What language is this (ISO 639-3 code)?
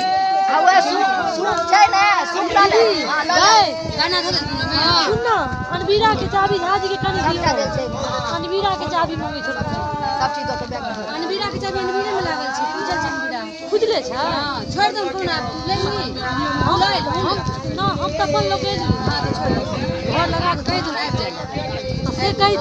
mai